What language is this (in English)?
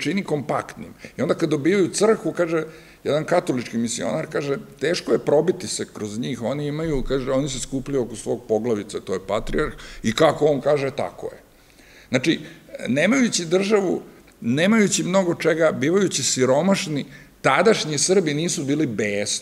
Serbian